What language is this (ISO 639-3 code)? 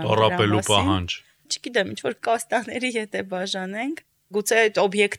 hye